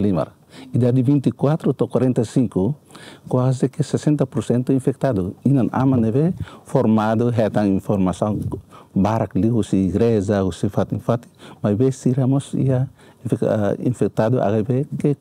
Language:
Tetum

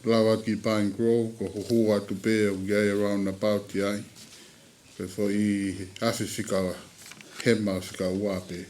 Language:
Tongan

